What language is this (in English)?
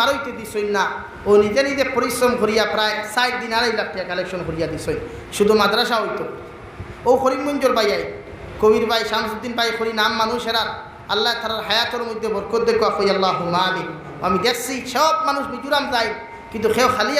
Sylheti